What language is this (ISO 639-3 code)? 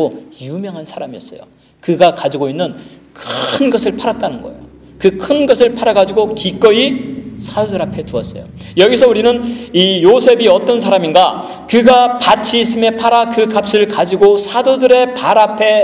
kor